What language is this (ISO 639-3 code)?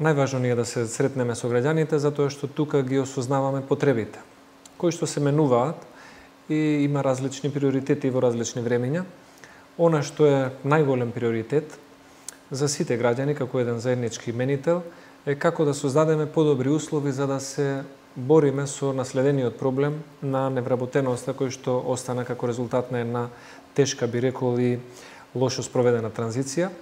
mkd